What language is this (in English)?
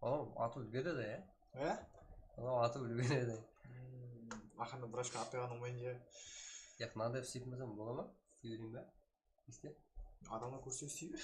Kara-Kalpak